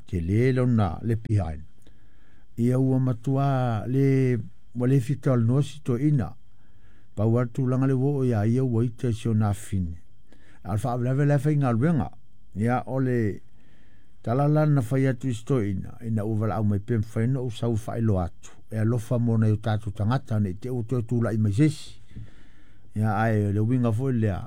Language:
Samoan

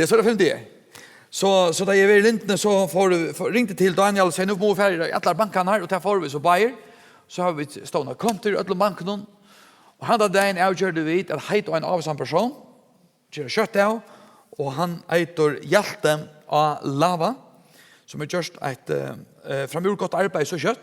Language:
Faroese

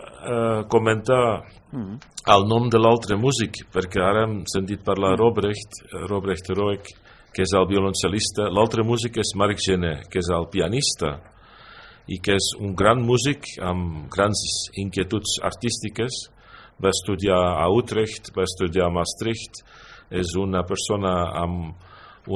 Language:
Catalan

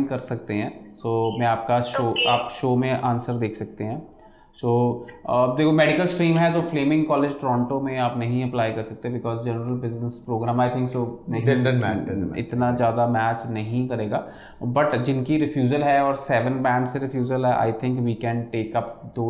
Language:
Hindi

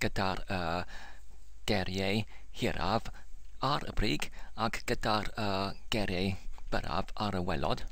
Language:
Welsh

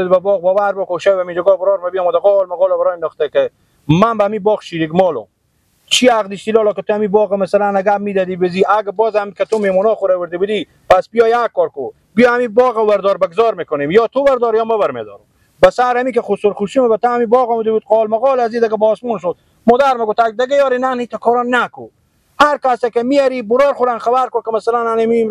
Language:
Persian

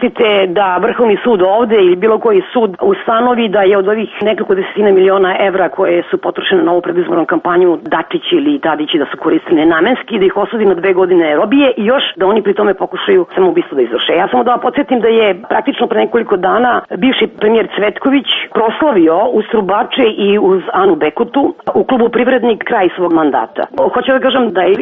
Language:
Serbian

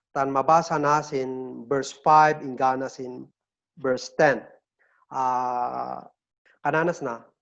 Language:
Kankanaey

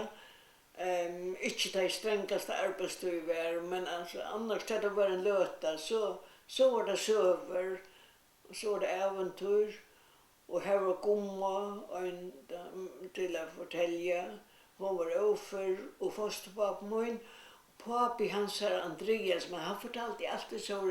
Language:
Faroese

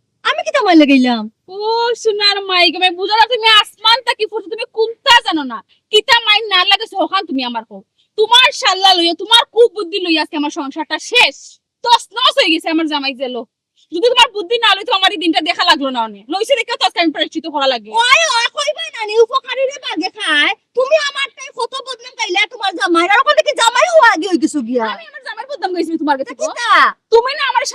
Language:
Sylheti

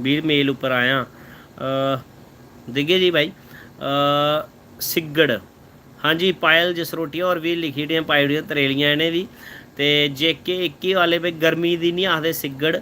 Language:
Dogri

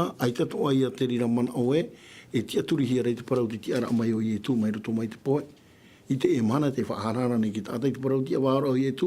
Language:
Tahitian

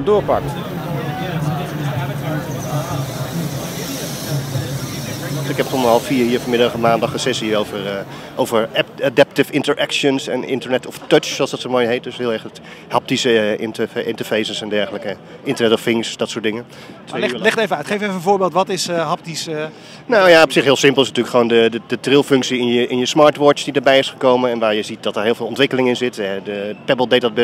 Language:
Dutch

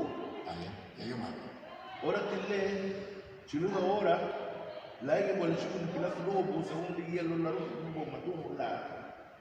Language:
Garifuna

